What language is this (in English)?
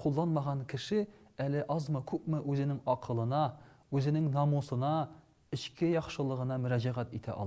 Tatar